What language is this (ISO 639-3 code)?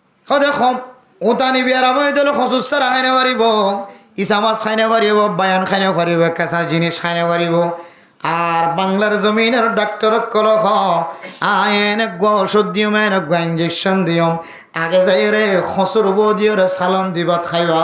rhg